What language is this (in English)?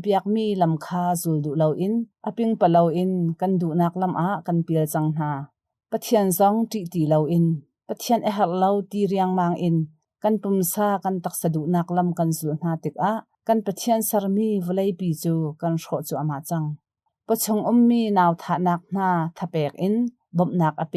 Hakha Chin